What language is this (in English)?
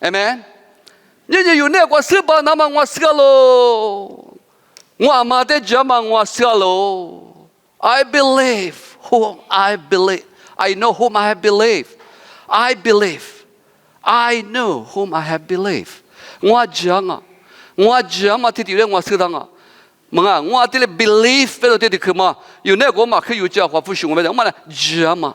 Lisu